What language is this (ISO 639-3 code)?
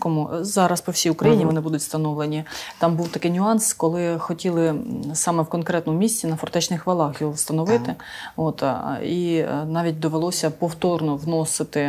ukr